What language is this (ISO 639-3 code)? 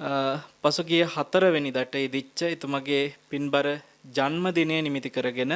sin